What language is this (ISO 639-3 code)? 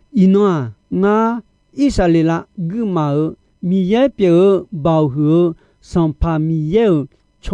ahk